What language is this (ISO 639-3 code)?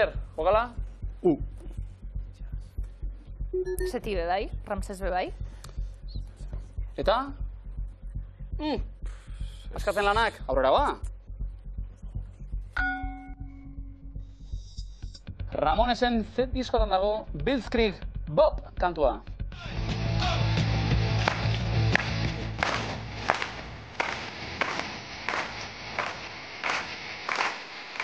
eus